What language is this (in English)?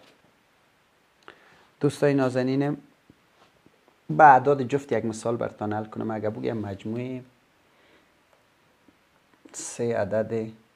Persian